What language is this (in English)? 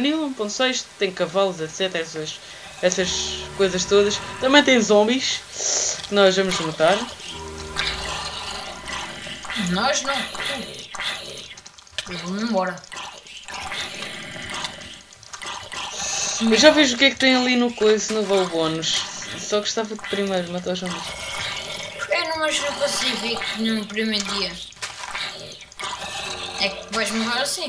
Portuguese